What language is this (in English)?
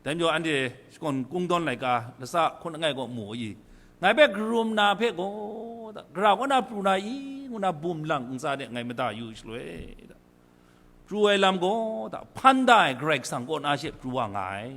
Kachin